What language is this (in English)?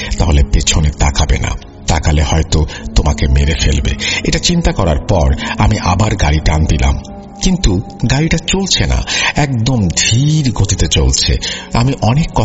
Bangla